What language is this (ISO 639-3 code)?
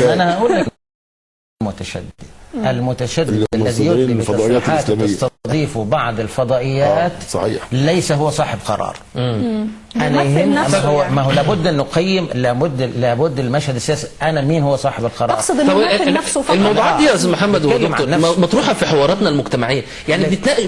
arz